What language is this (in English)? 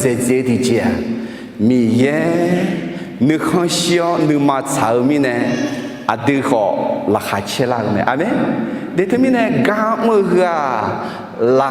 Akha